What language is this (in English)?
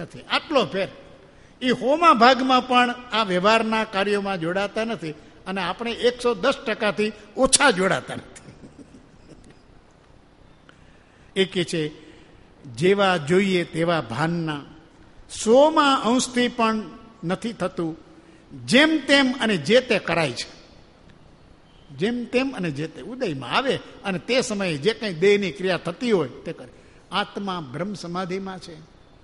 Gujarati